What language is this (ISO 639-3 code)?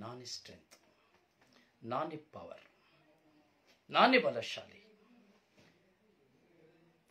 kan